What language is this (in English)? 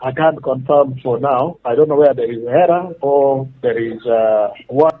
Lango (Uganda)